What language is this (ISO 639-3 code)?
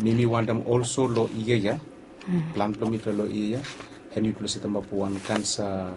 bis